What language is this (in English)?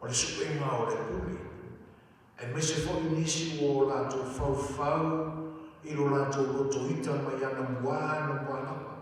Samoan